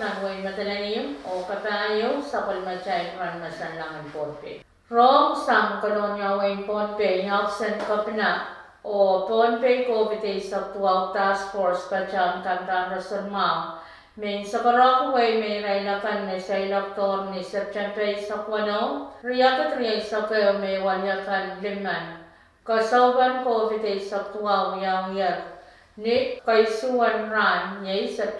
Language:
Pohnpeian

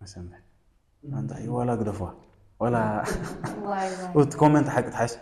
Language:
Tigrinya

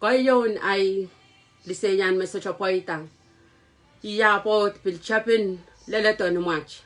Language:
Pohnpeian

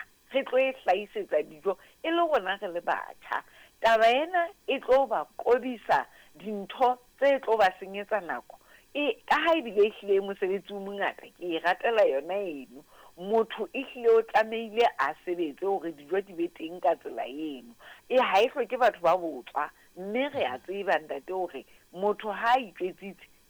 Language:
Southern Sotho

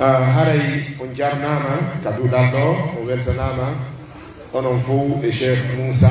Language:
Pular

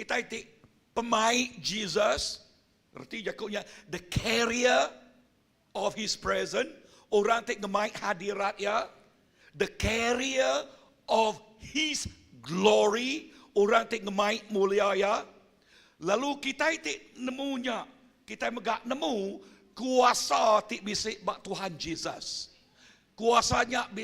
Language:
Iban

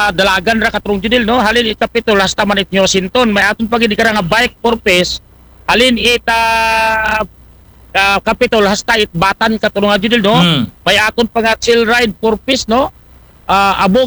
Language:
Aklanon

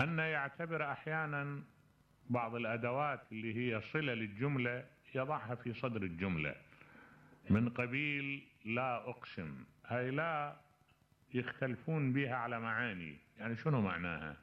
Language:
Mesopotamian Arabic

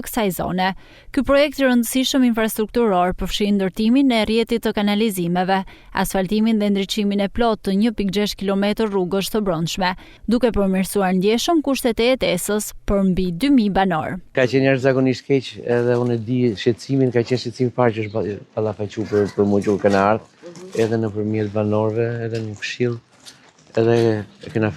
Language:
Albanian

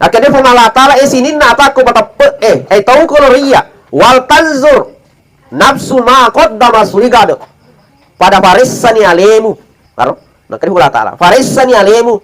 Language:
Buginese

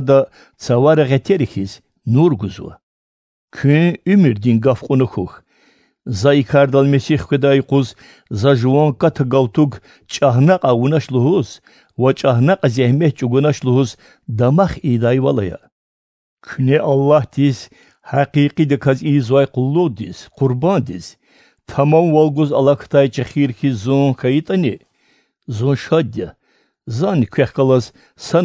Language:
Lezghian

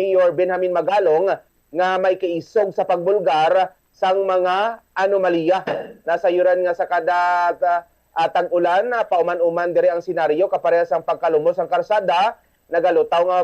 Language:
Hiligaynon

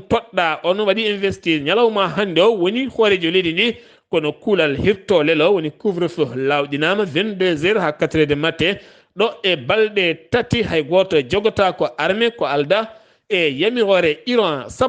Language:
Fula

